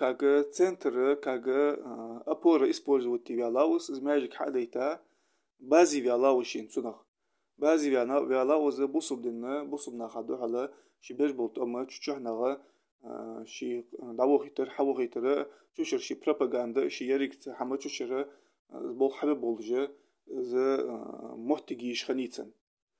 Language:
Ingush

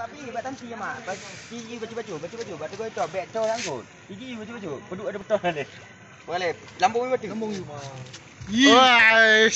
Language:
Achinese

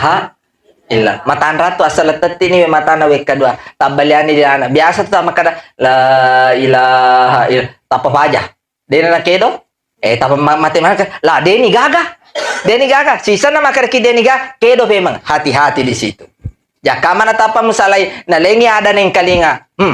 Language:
Buginese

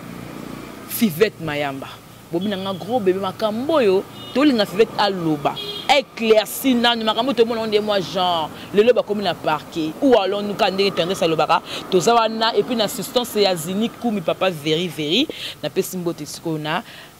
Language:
Lingala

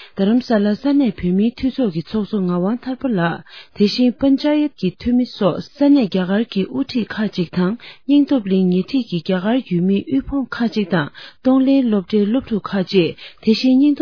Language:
Tibetan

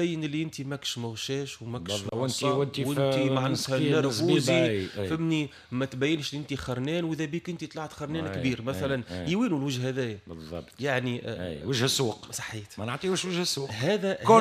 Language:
Tunisian Arabic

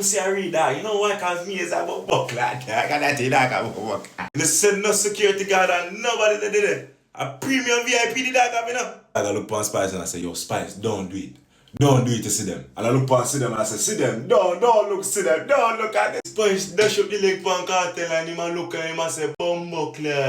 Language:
Jamaican Creole English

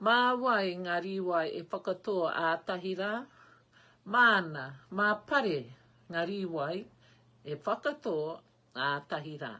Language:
Māori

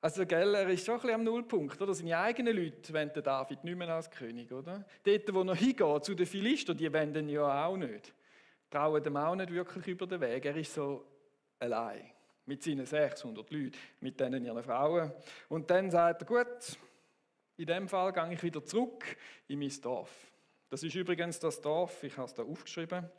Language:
Swiss German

